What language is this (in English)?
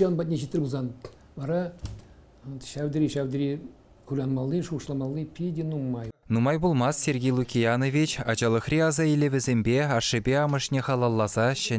Chuvash